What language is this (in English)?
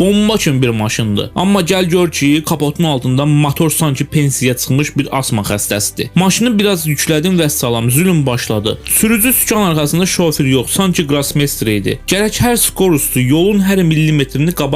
Azerbaijani